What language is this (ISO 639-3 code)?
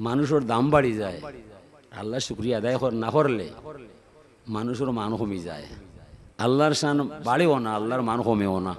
syl